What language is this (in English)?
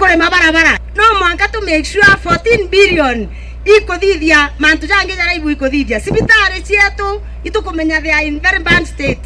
Meru